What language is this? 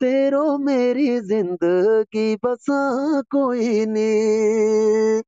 Gujari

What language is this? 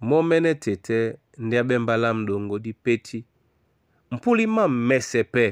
Duala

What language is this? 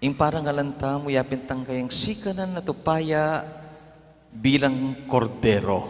Pampanga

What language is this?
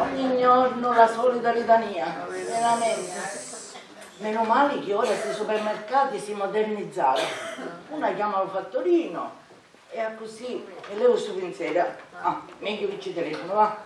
Sicilian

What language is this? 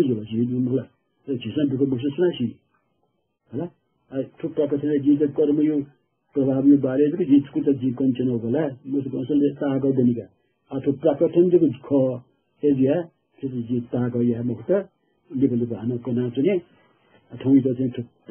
Newari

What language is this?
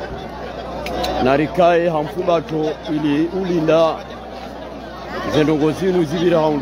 Swahili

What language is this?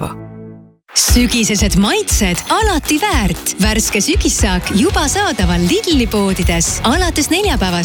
Estonian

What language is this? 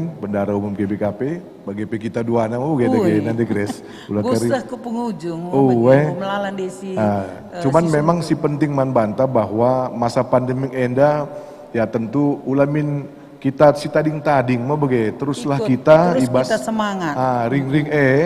Batak Karo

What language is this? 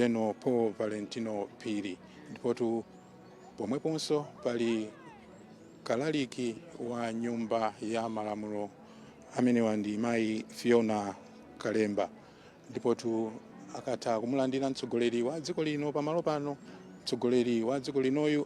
Nyanja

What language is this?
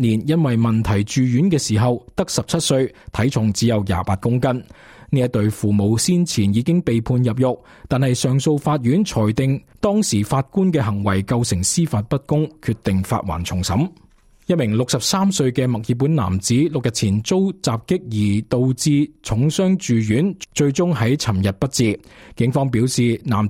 Cantonese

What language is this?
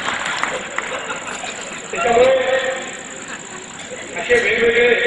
Marathi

